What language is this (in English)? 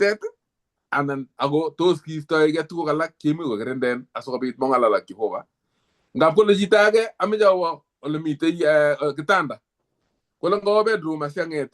Kalenjin